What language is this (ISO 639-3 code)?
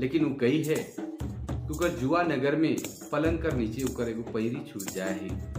sck